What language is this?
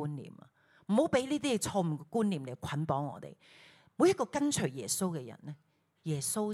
Cantonese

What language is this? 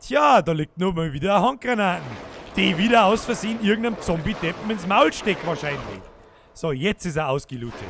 Bavarian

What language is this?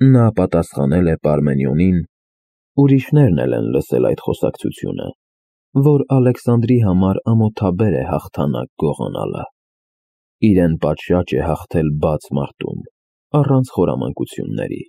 Armenian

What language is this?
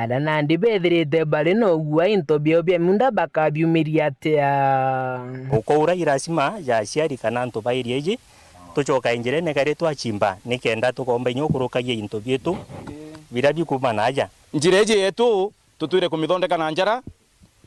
Meru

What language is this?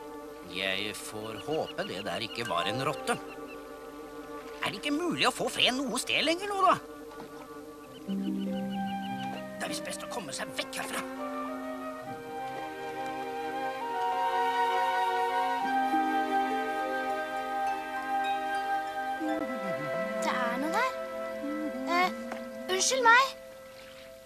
Norwegian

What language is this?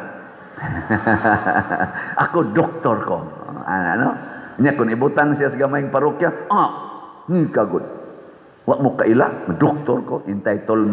Cebuano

